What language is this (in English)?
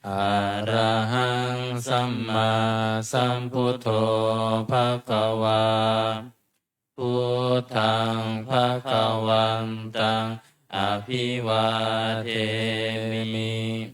Pali